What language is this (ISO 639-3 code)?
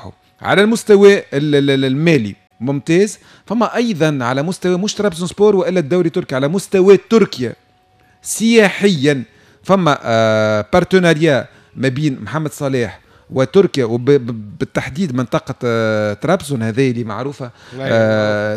aeb